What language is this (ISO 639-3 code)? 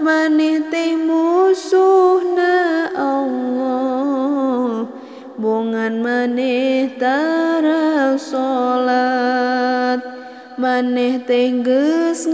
sun